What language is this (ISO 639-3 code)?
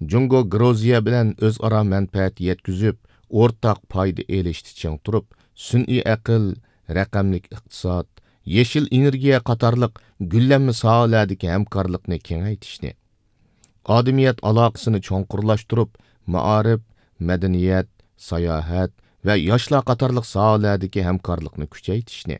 uig